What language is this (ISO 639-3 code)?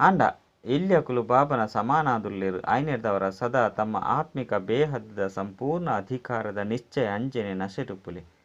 tcy